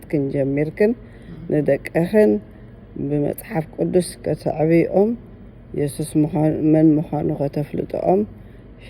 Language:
Tigrinya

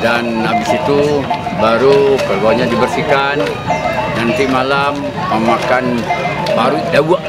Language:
Minangkabau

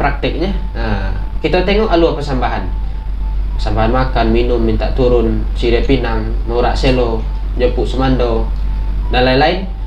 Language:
Minangkabau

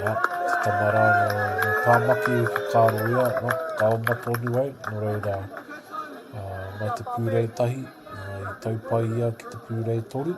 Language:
Māori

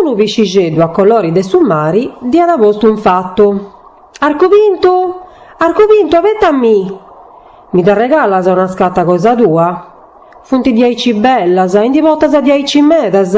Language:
Sardinian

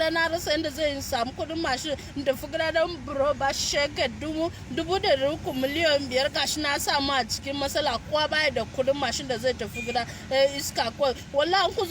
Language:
Hausa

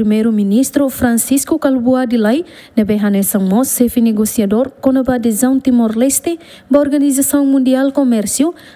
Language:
Tetum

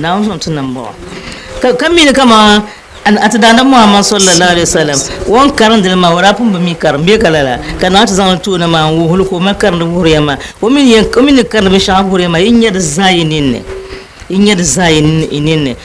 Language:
Dagbani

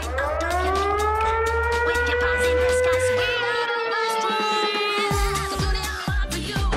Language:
Japanese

